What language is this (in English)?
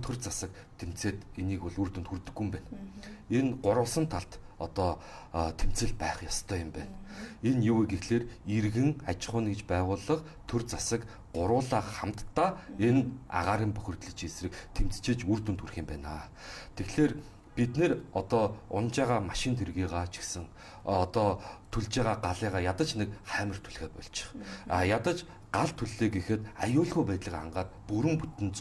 Mongolian